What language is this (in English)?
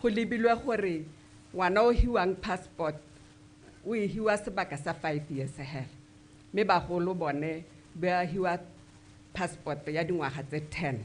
Tswana